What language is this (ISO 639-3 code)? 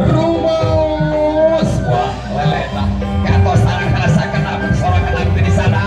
sun